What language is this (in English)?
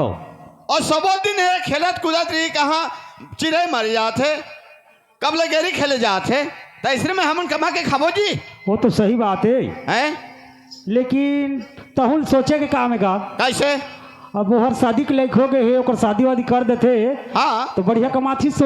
Chhattisgarhi